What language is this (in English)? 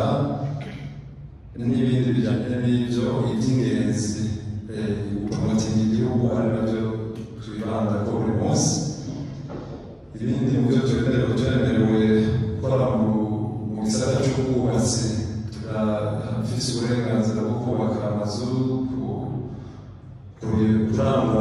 Rundi